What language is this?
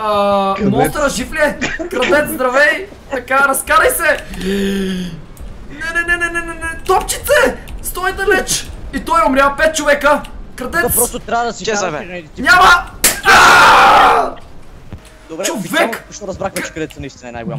Bulgarian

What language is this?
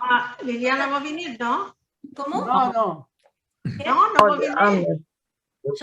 Ladino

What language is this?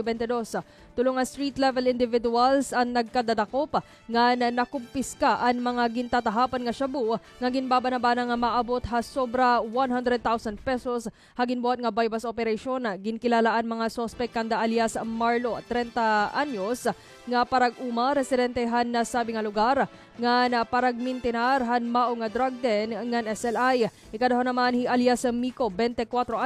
Waray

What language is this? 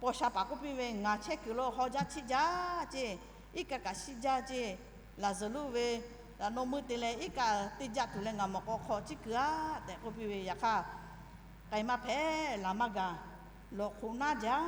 Lahu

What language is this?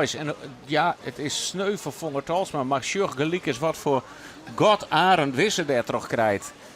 Western Frisian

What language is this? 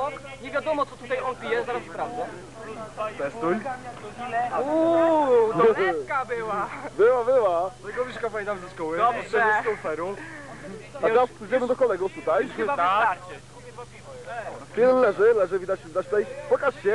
Polish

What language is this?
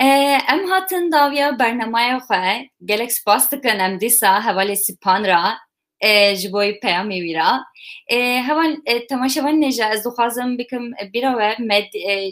Kurdish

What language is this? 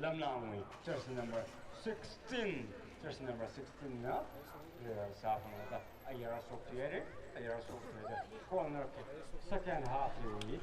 Tangkhul Naga (India)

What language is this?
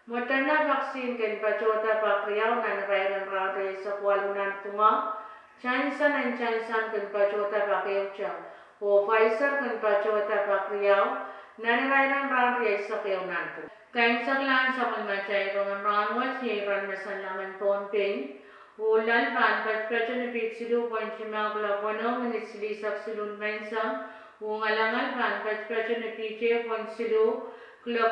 Pohnpeian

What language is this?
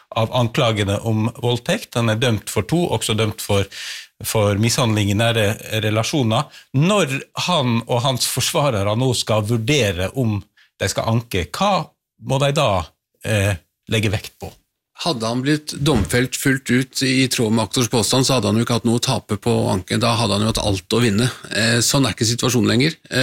Norwegian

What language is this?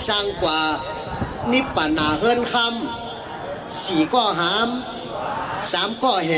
Shan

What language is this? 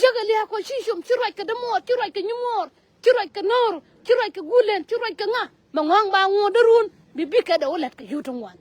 Nuer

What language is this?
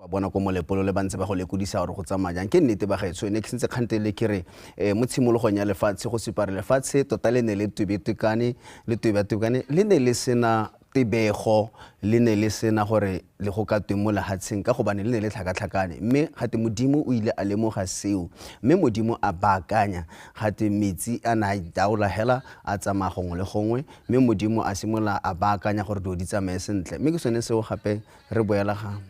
Tswana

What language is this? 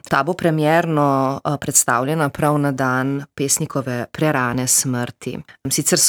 Slovenian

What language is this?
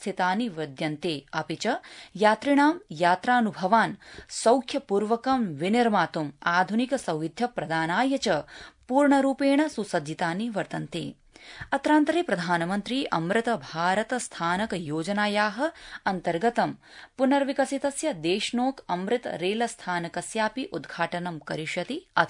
Sanskrit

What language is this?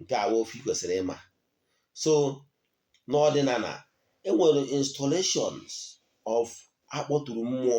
Igbo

